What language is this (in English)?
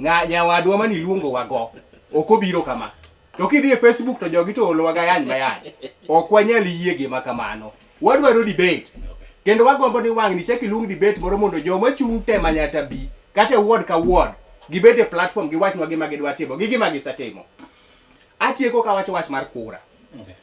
Luo (Kenya and Tanzania)